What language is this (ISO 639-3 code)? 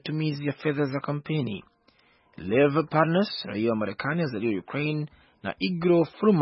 swa